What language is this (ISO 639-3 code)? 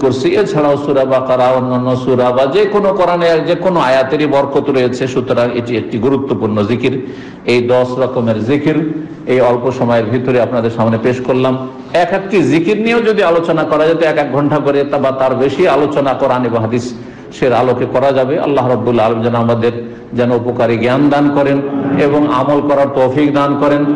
ben